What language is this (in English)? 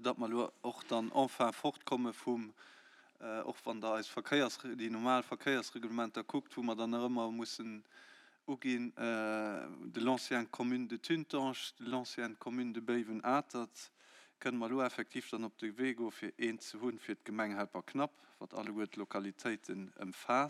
Luxembourgish